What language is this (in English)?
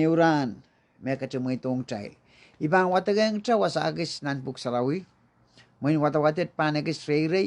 Pohnpeian